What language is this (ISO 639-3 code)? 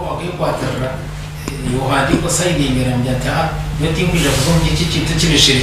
nyn